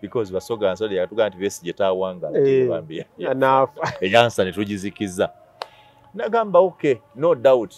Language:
Ganda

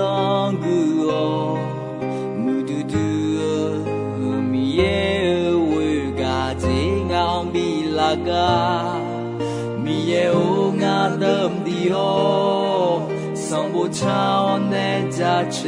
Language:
Akha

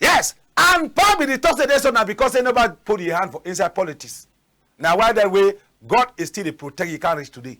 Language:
Cameroon Pidgin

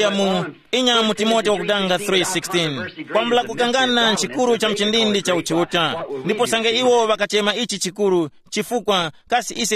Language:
Tumbuka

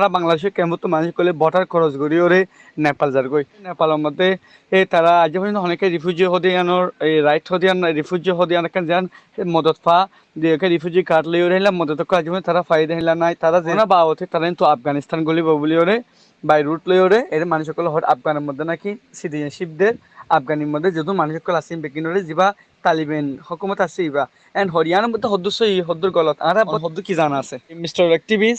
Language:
Rohingya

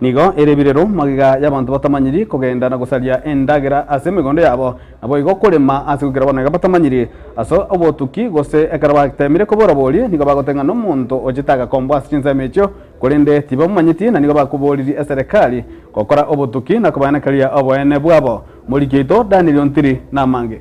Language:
Gusii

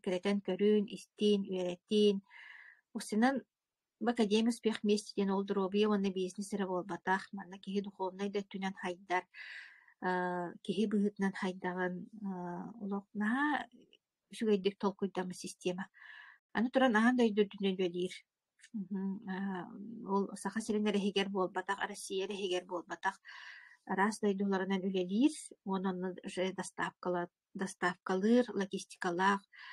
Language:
Yakut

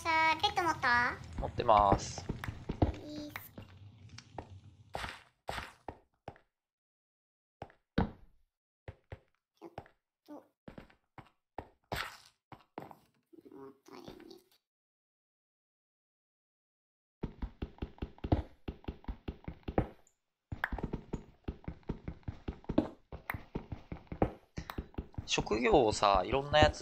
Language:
Japanese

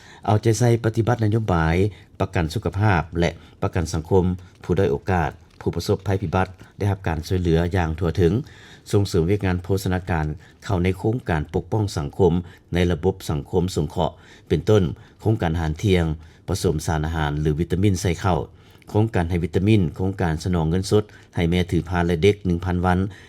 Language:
Lao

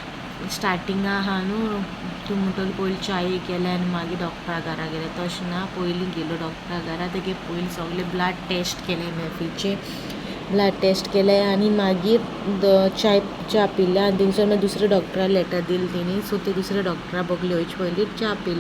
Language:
Konkani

